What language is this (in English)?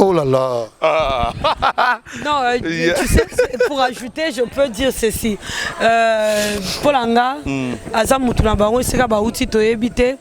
Lingala